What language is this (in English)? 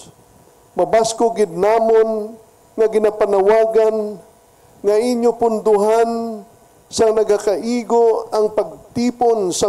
Hiligaynon